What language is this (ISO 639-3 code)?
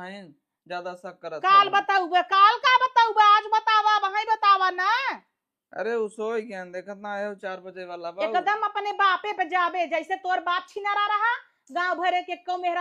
awa